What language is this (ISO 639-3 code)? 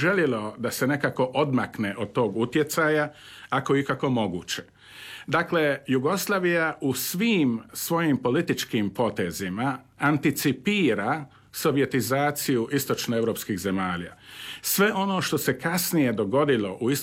hrv